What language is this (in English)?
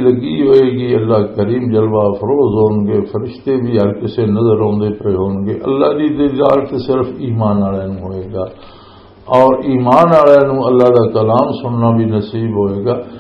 Western Panjabi